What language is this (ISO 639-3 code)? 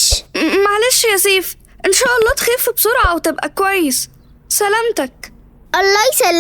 arz